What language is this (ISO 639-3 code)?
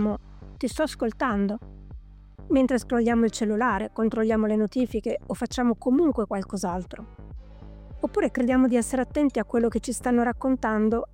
ita